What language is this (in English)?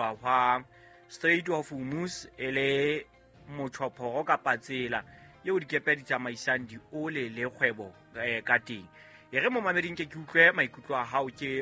Southern Sotho